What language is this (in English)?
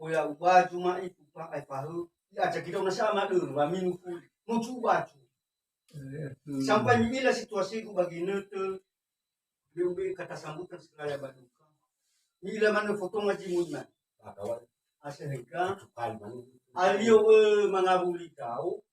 Nias